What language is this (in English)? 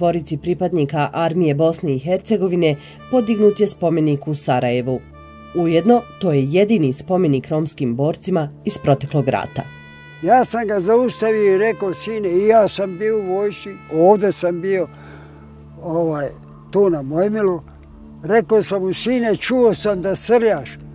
Bosnian